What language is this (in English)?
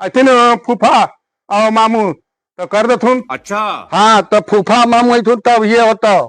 Magahi